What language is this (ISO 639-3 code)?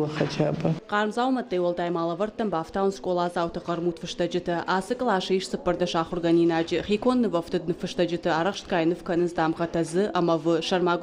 oss